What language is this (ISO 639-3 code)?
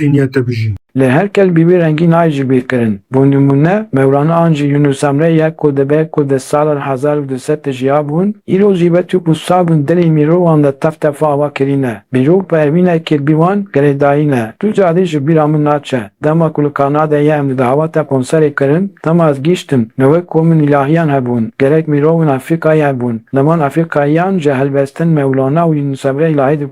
kur